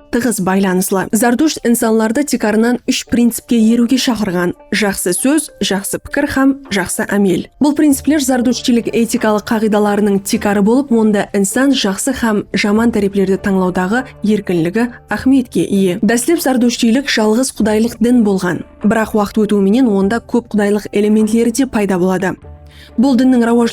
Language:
Kara-Kalpak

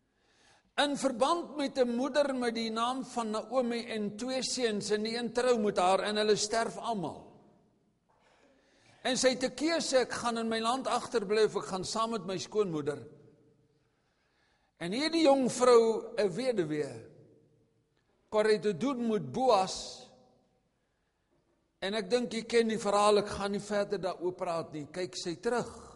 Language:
Afrikaans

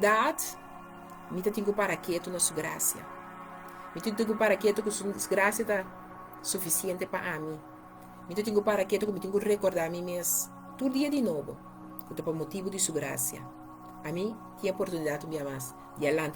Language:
Papiamento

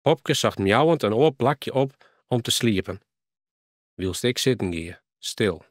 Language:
Western Frisian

